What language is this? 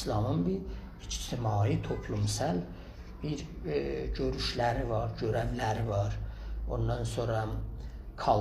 South Azerbaijani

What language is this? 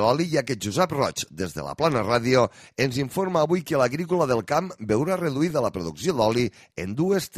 Catalan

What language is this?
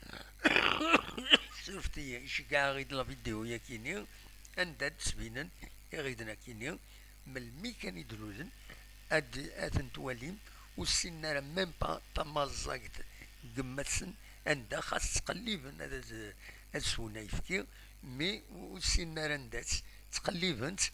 Kabyle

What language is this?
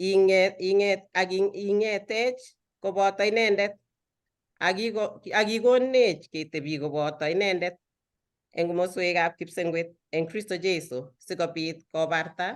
Kalenjin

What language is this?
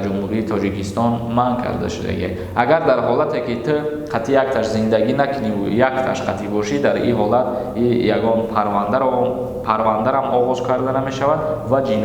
Tajik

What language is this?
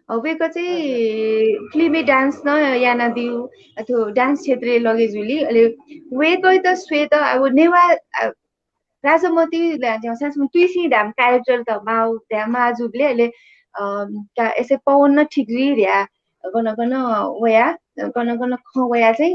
Newari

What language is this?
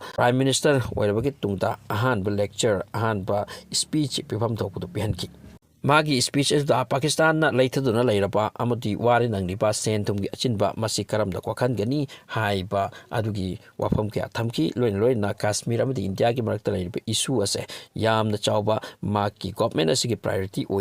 Manipuri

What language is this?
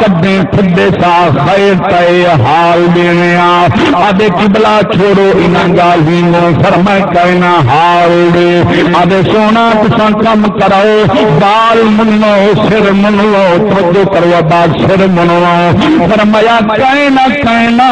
Saraiki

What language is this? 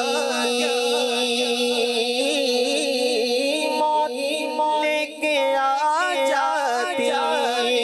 Urdu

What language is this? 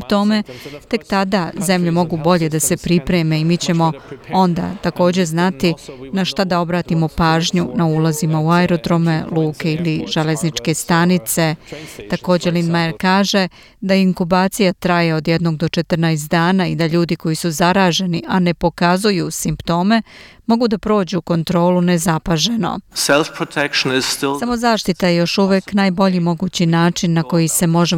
Serbian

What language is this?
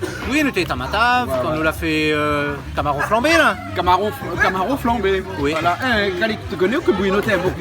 Réunion Creole French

